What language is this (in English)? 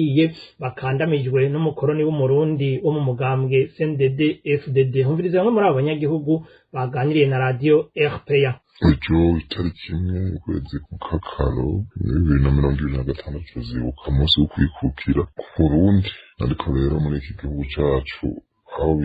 Rundi